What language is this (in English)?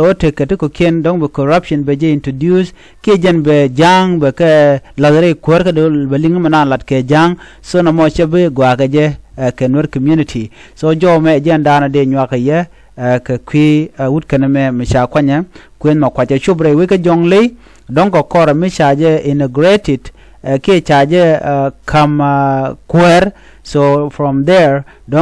Nuer